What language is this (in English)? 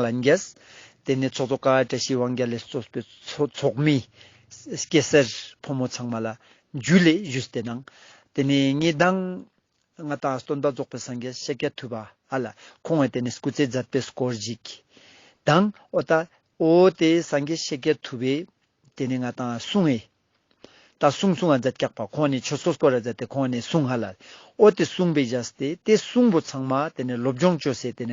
Ladakhi